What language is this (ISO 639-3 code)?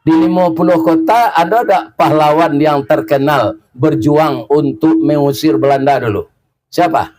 min